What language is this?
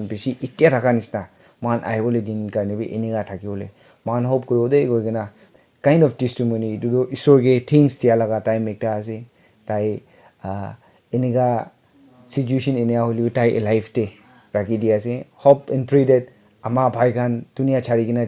Naga Pidgin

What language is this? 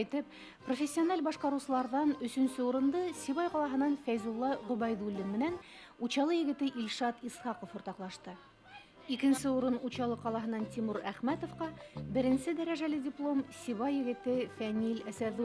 Bashkir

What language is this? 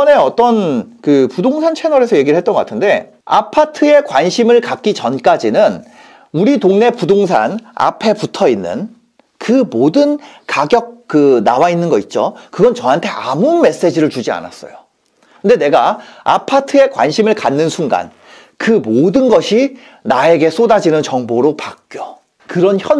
Korean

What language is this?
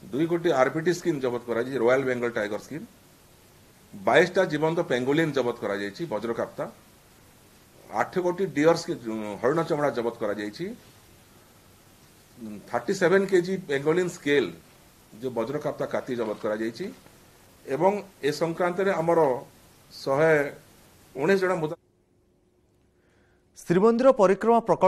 Odia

